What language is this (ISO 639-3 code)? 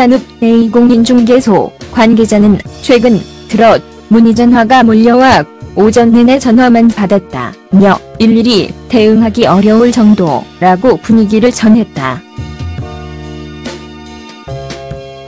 kor